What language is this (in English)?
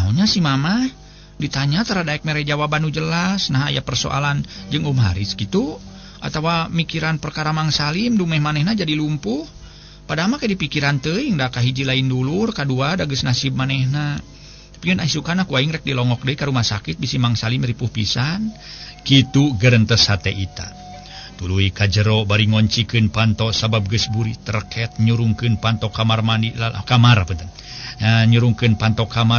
Sundanese